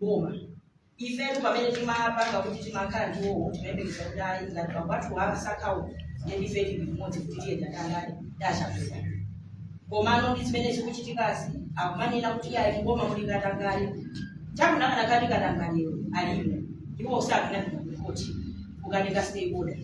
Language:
Nyanja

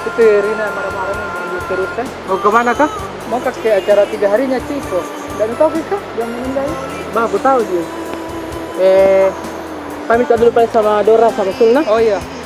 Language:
Makassar Malay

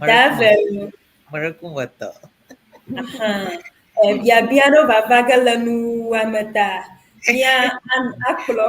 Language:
Ewe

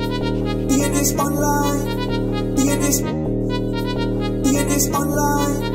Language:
Afrikaans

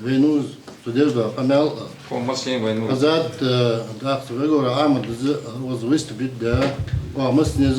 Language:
Ingush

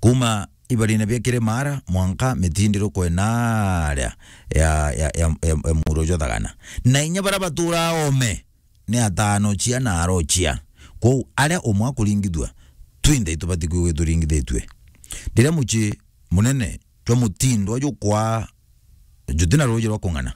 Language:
Meru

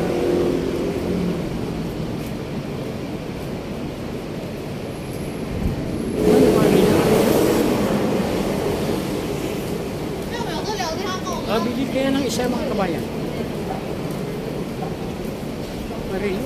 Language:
Filipino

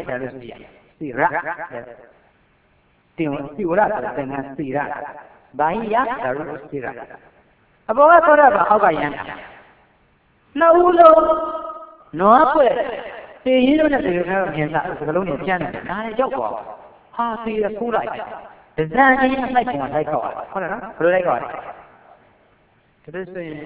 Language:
Burmese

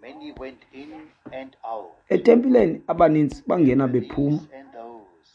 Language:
Xhosa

